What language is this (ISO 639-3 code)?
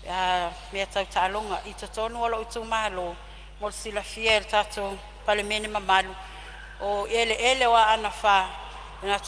smo